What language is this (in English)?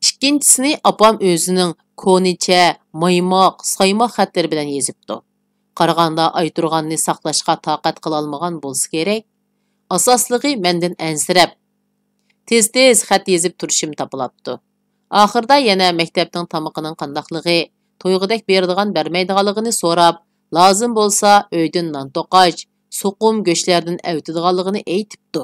Uyghur